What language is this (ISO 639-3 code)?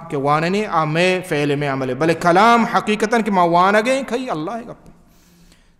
bal